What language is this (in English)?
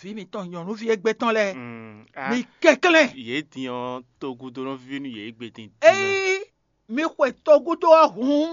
Fon